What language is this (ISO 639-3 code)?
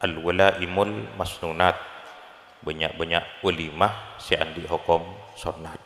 mad